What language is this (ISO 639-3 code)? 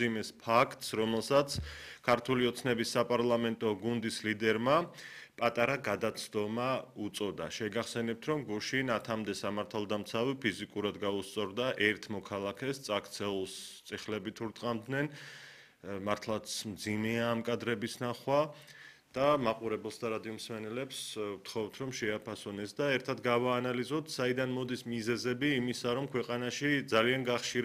kat